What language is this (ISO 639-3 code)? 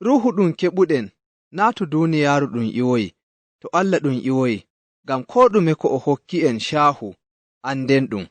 fuv